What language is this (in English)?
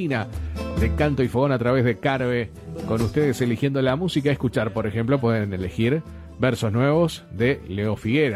Spanish